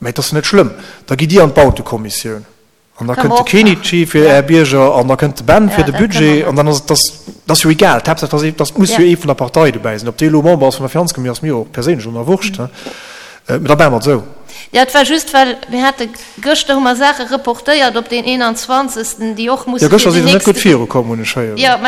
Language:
Luxembourgish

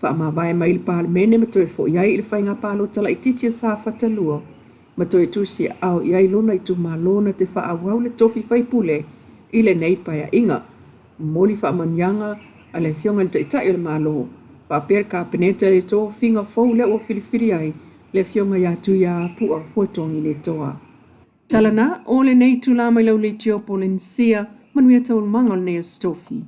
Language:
Samoan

